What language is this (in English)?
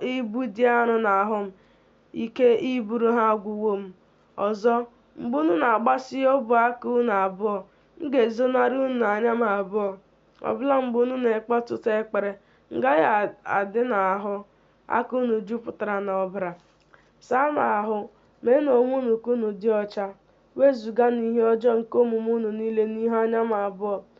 Igbo